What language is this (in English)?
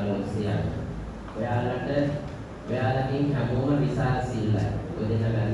Sinhala